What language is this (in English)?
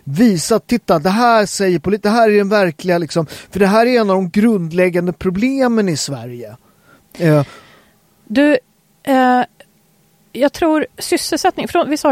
Swedish